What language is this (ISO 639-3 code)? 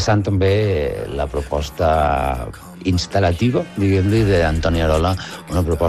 cat